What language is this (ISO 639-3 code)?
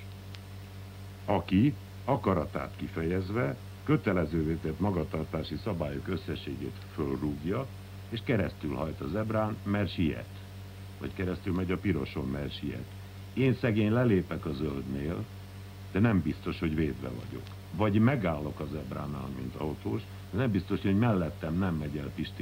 hun